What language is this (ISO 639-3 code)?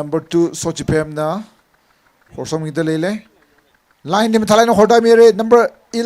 nmf